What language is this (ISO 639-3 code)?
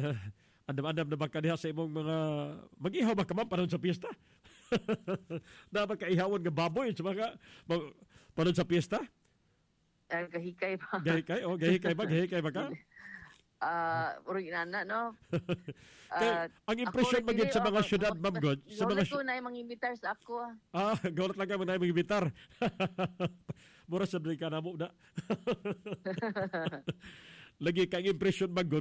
ceb